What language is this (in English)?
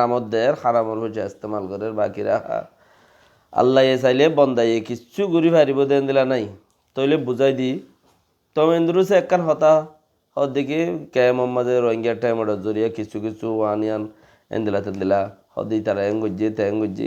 Rohingya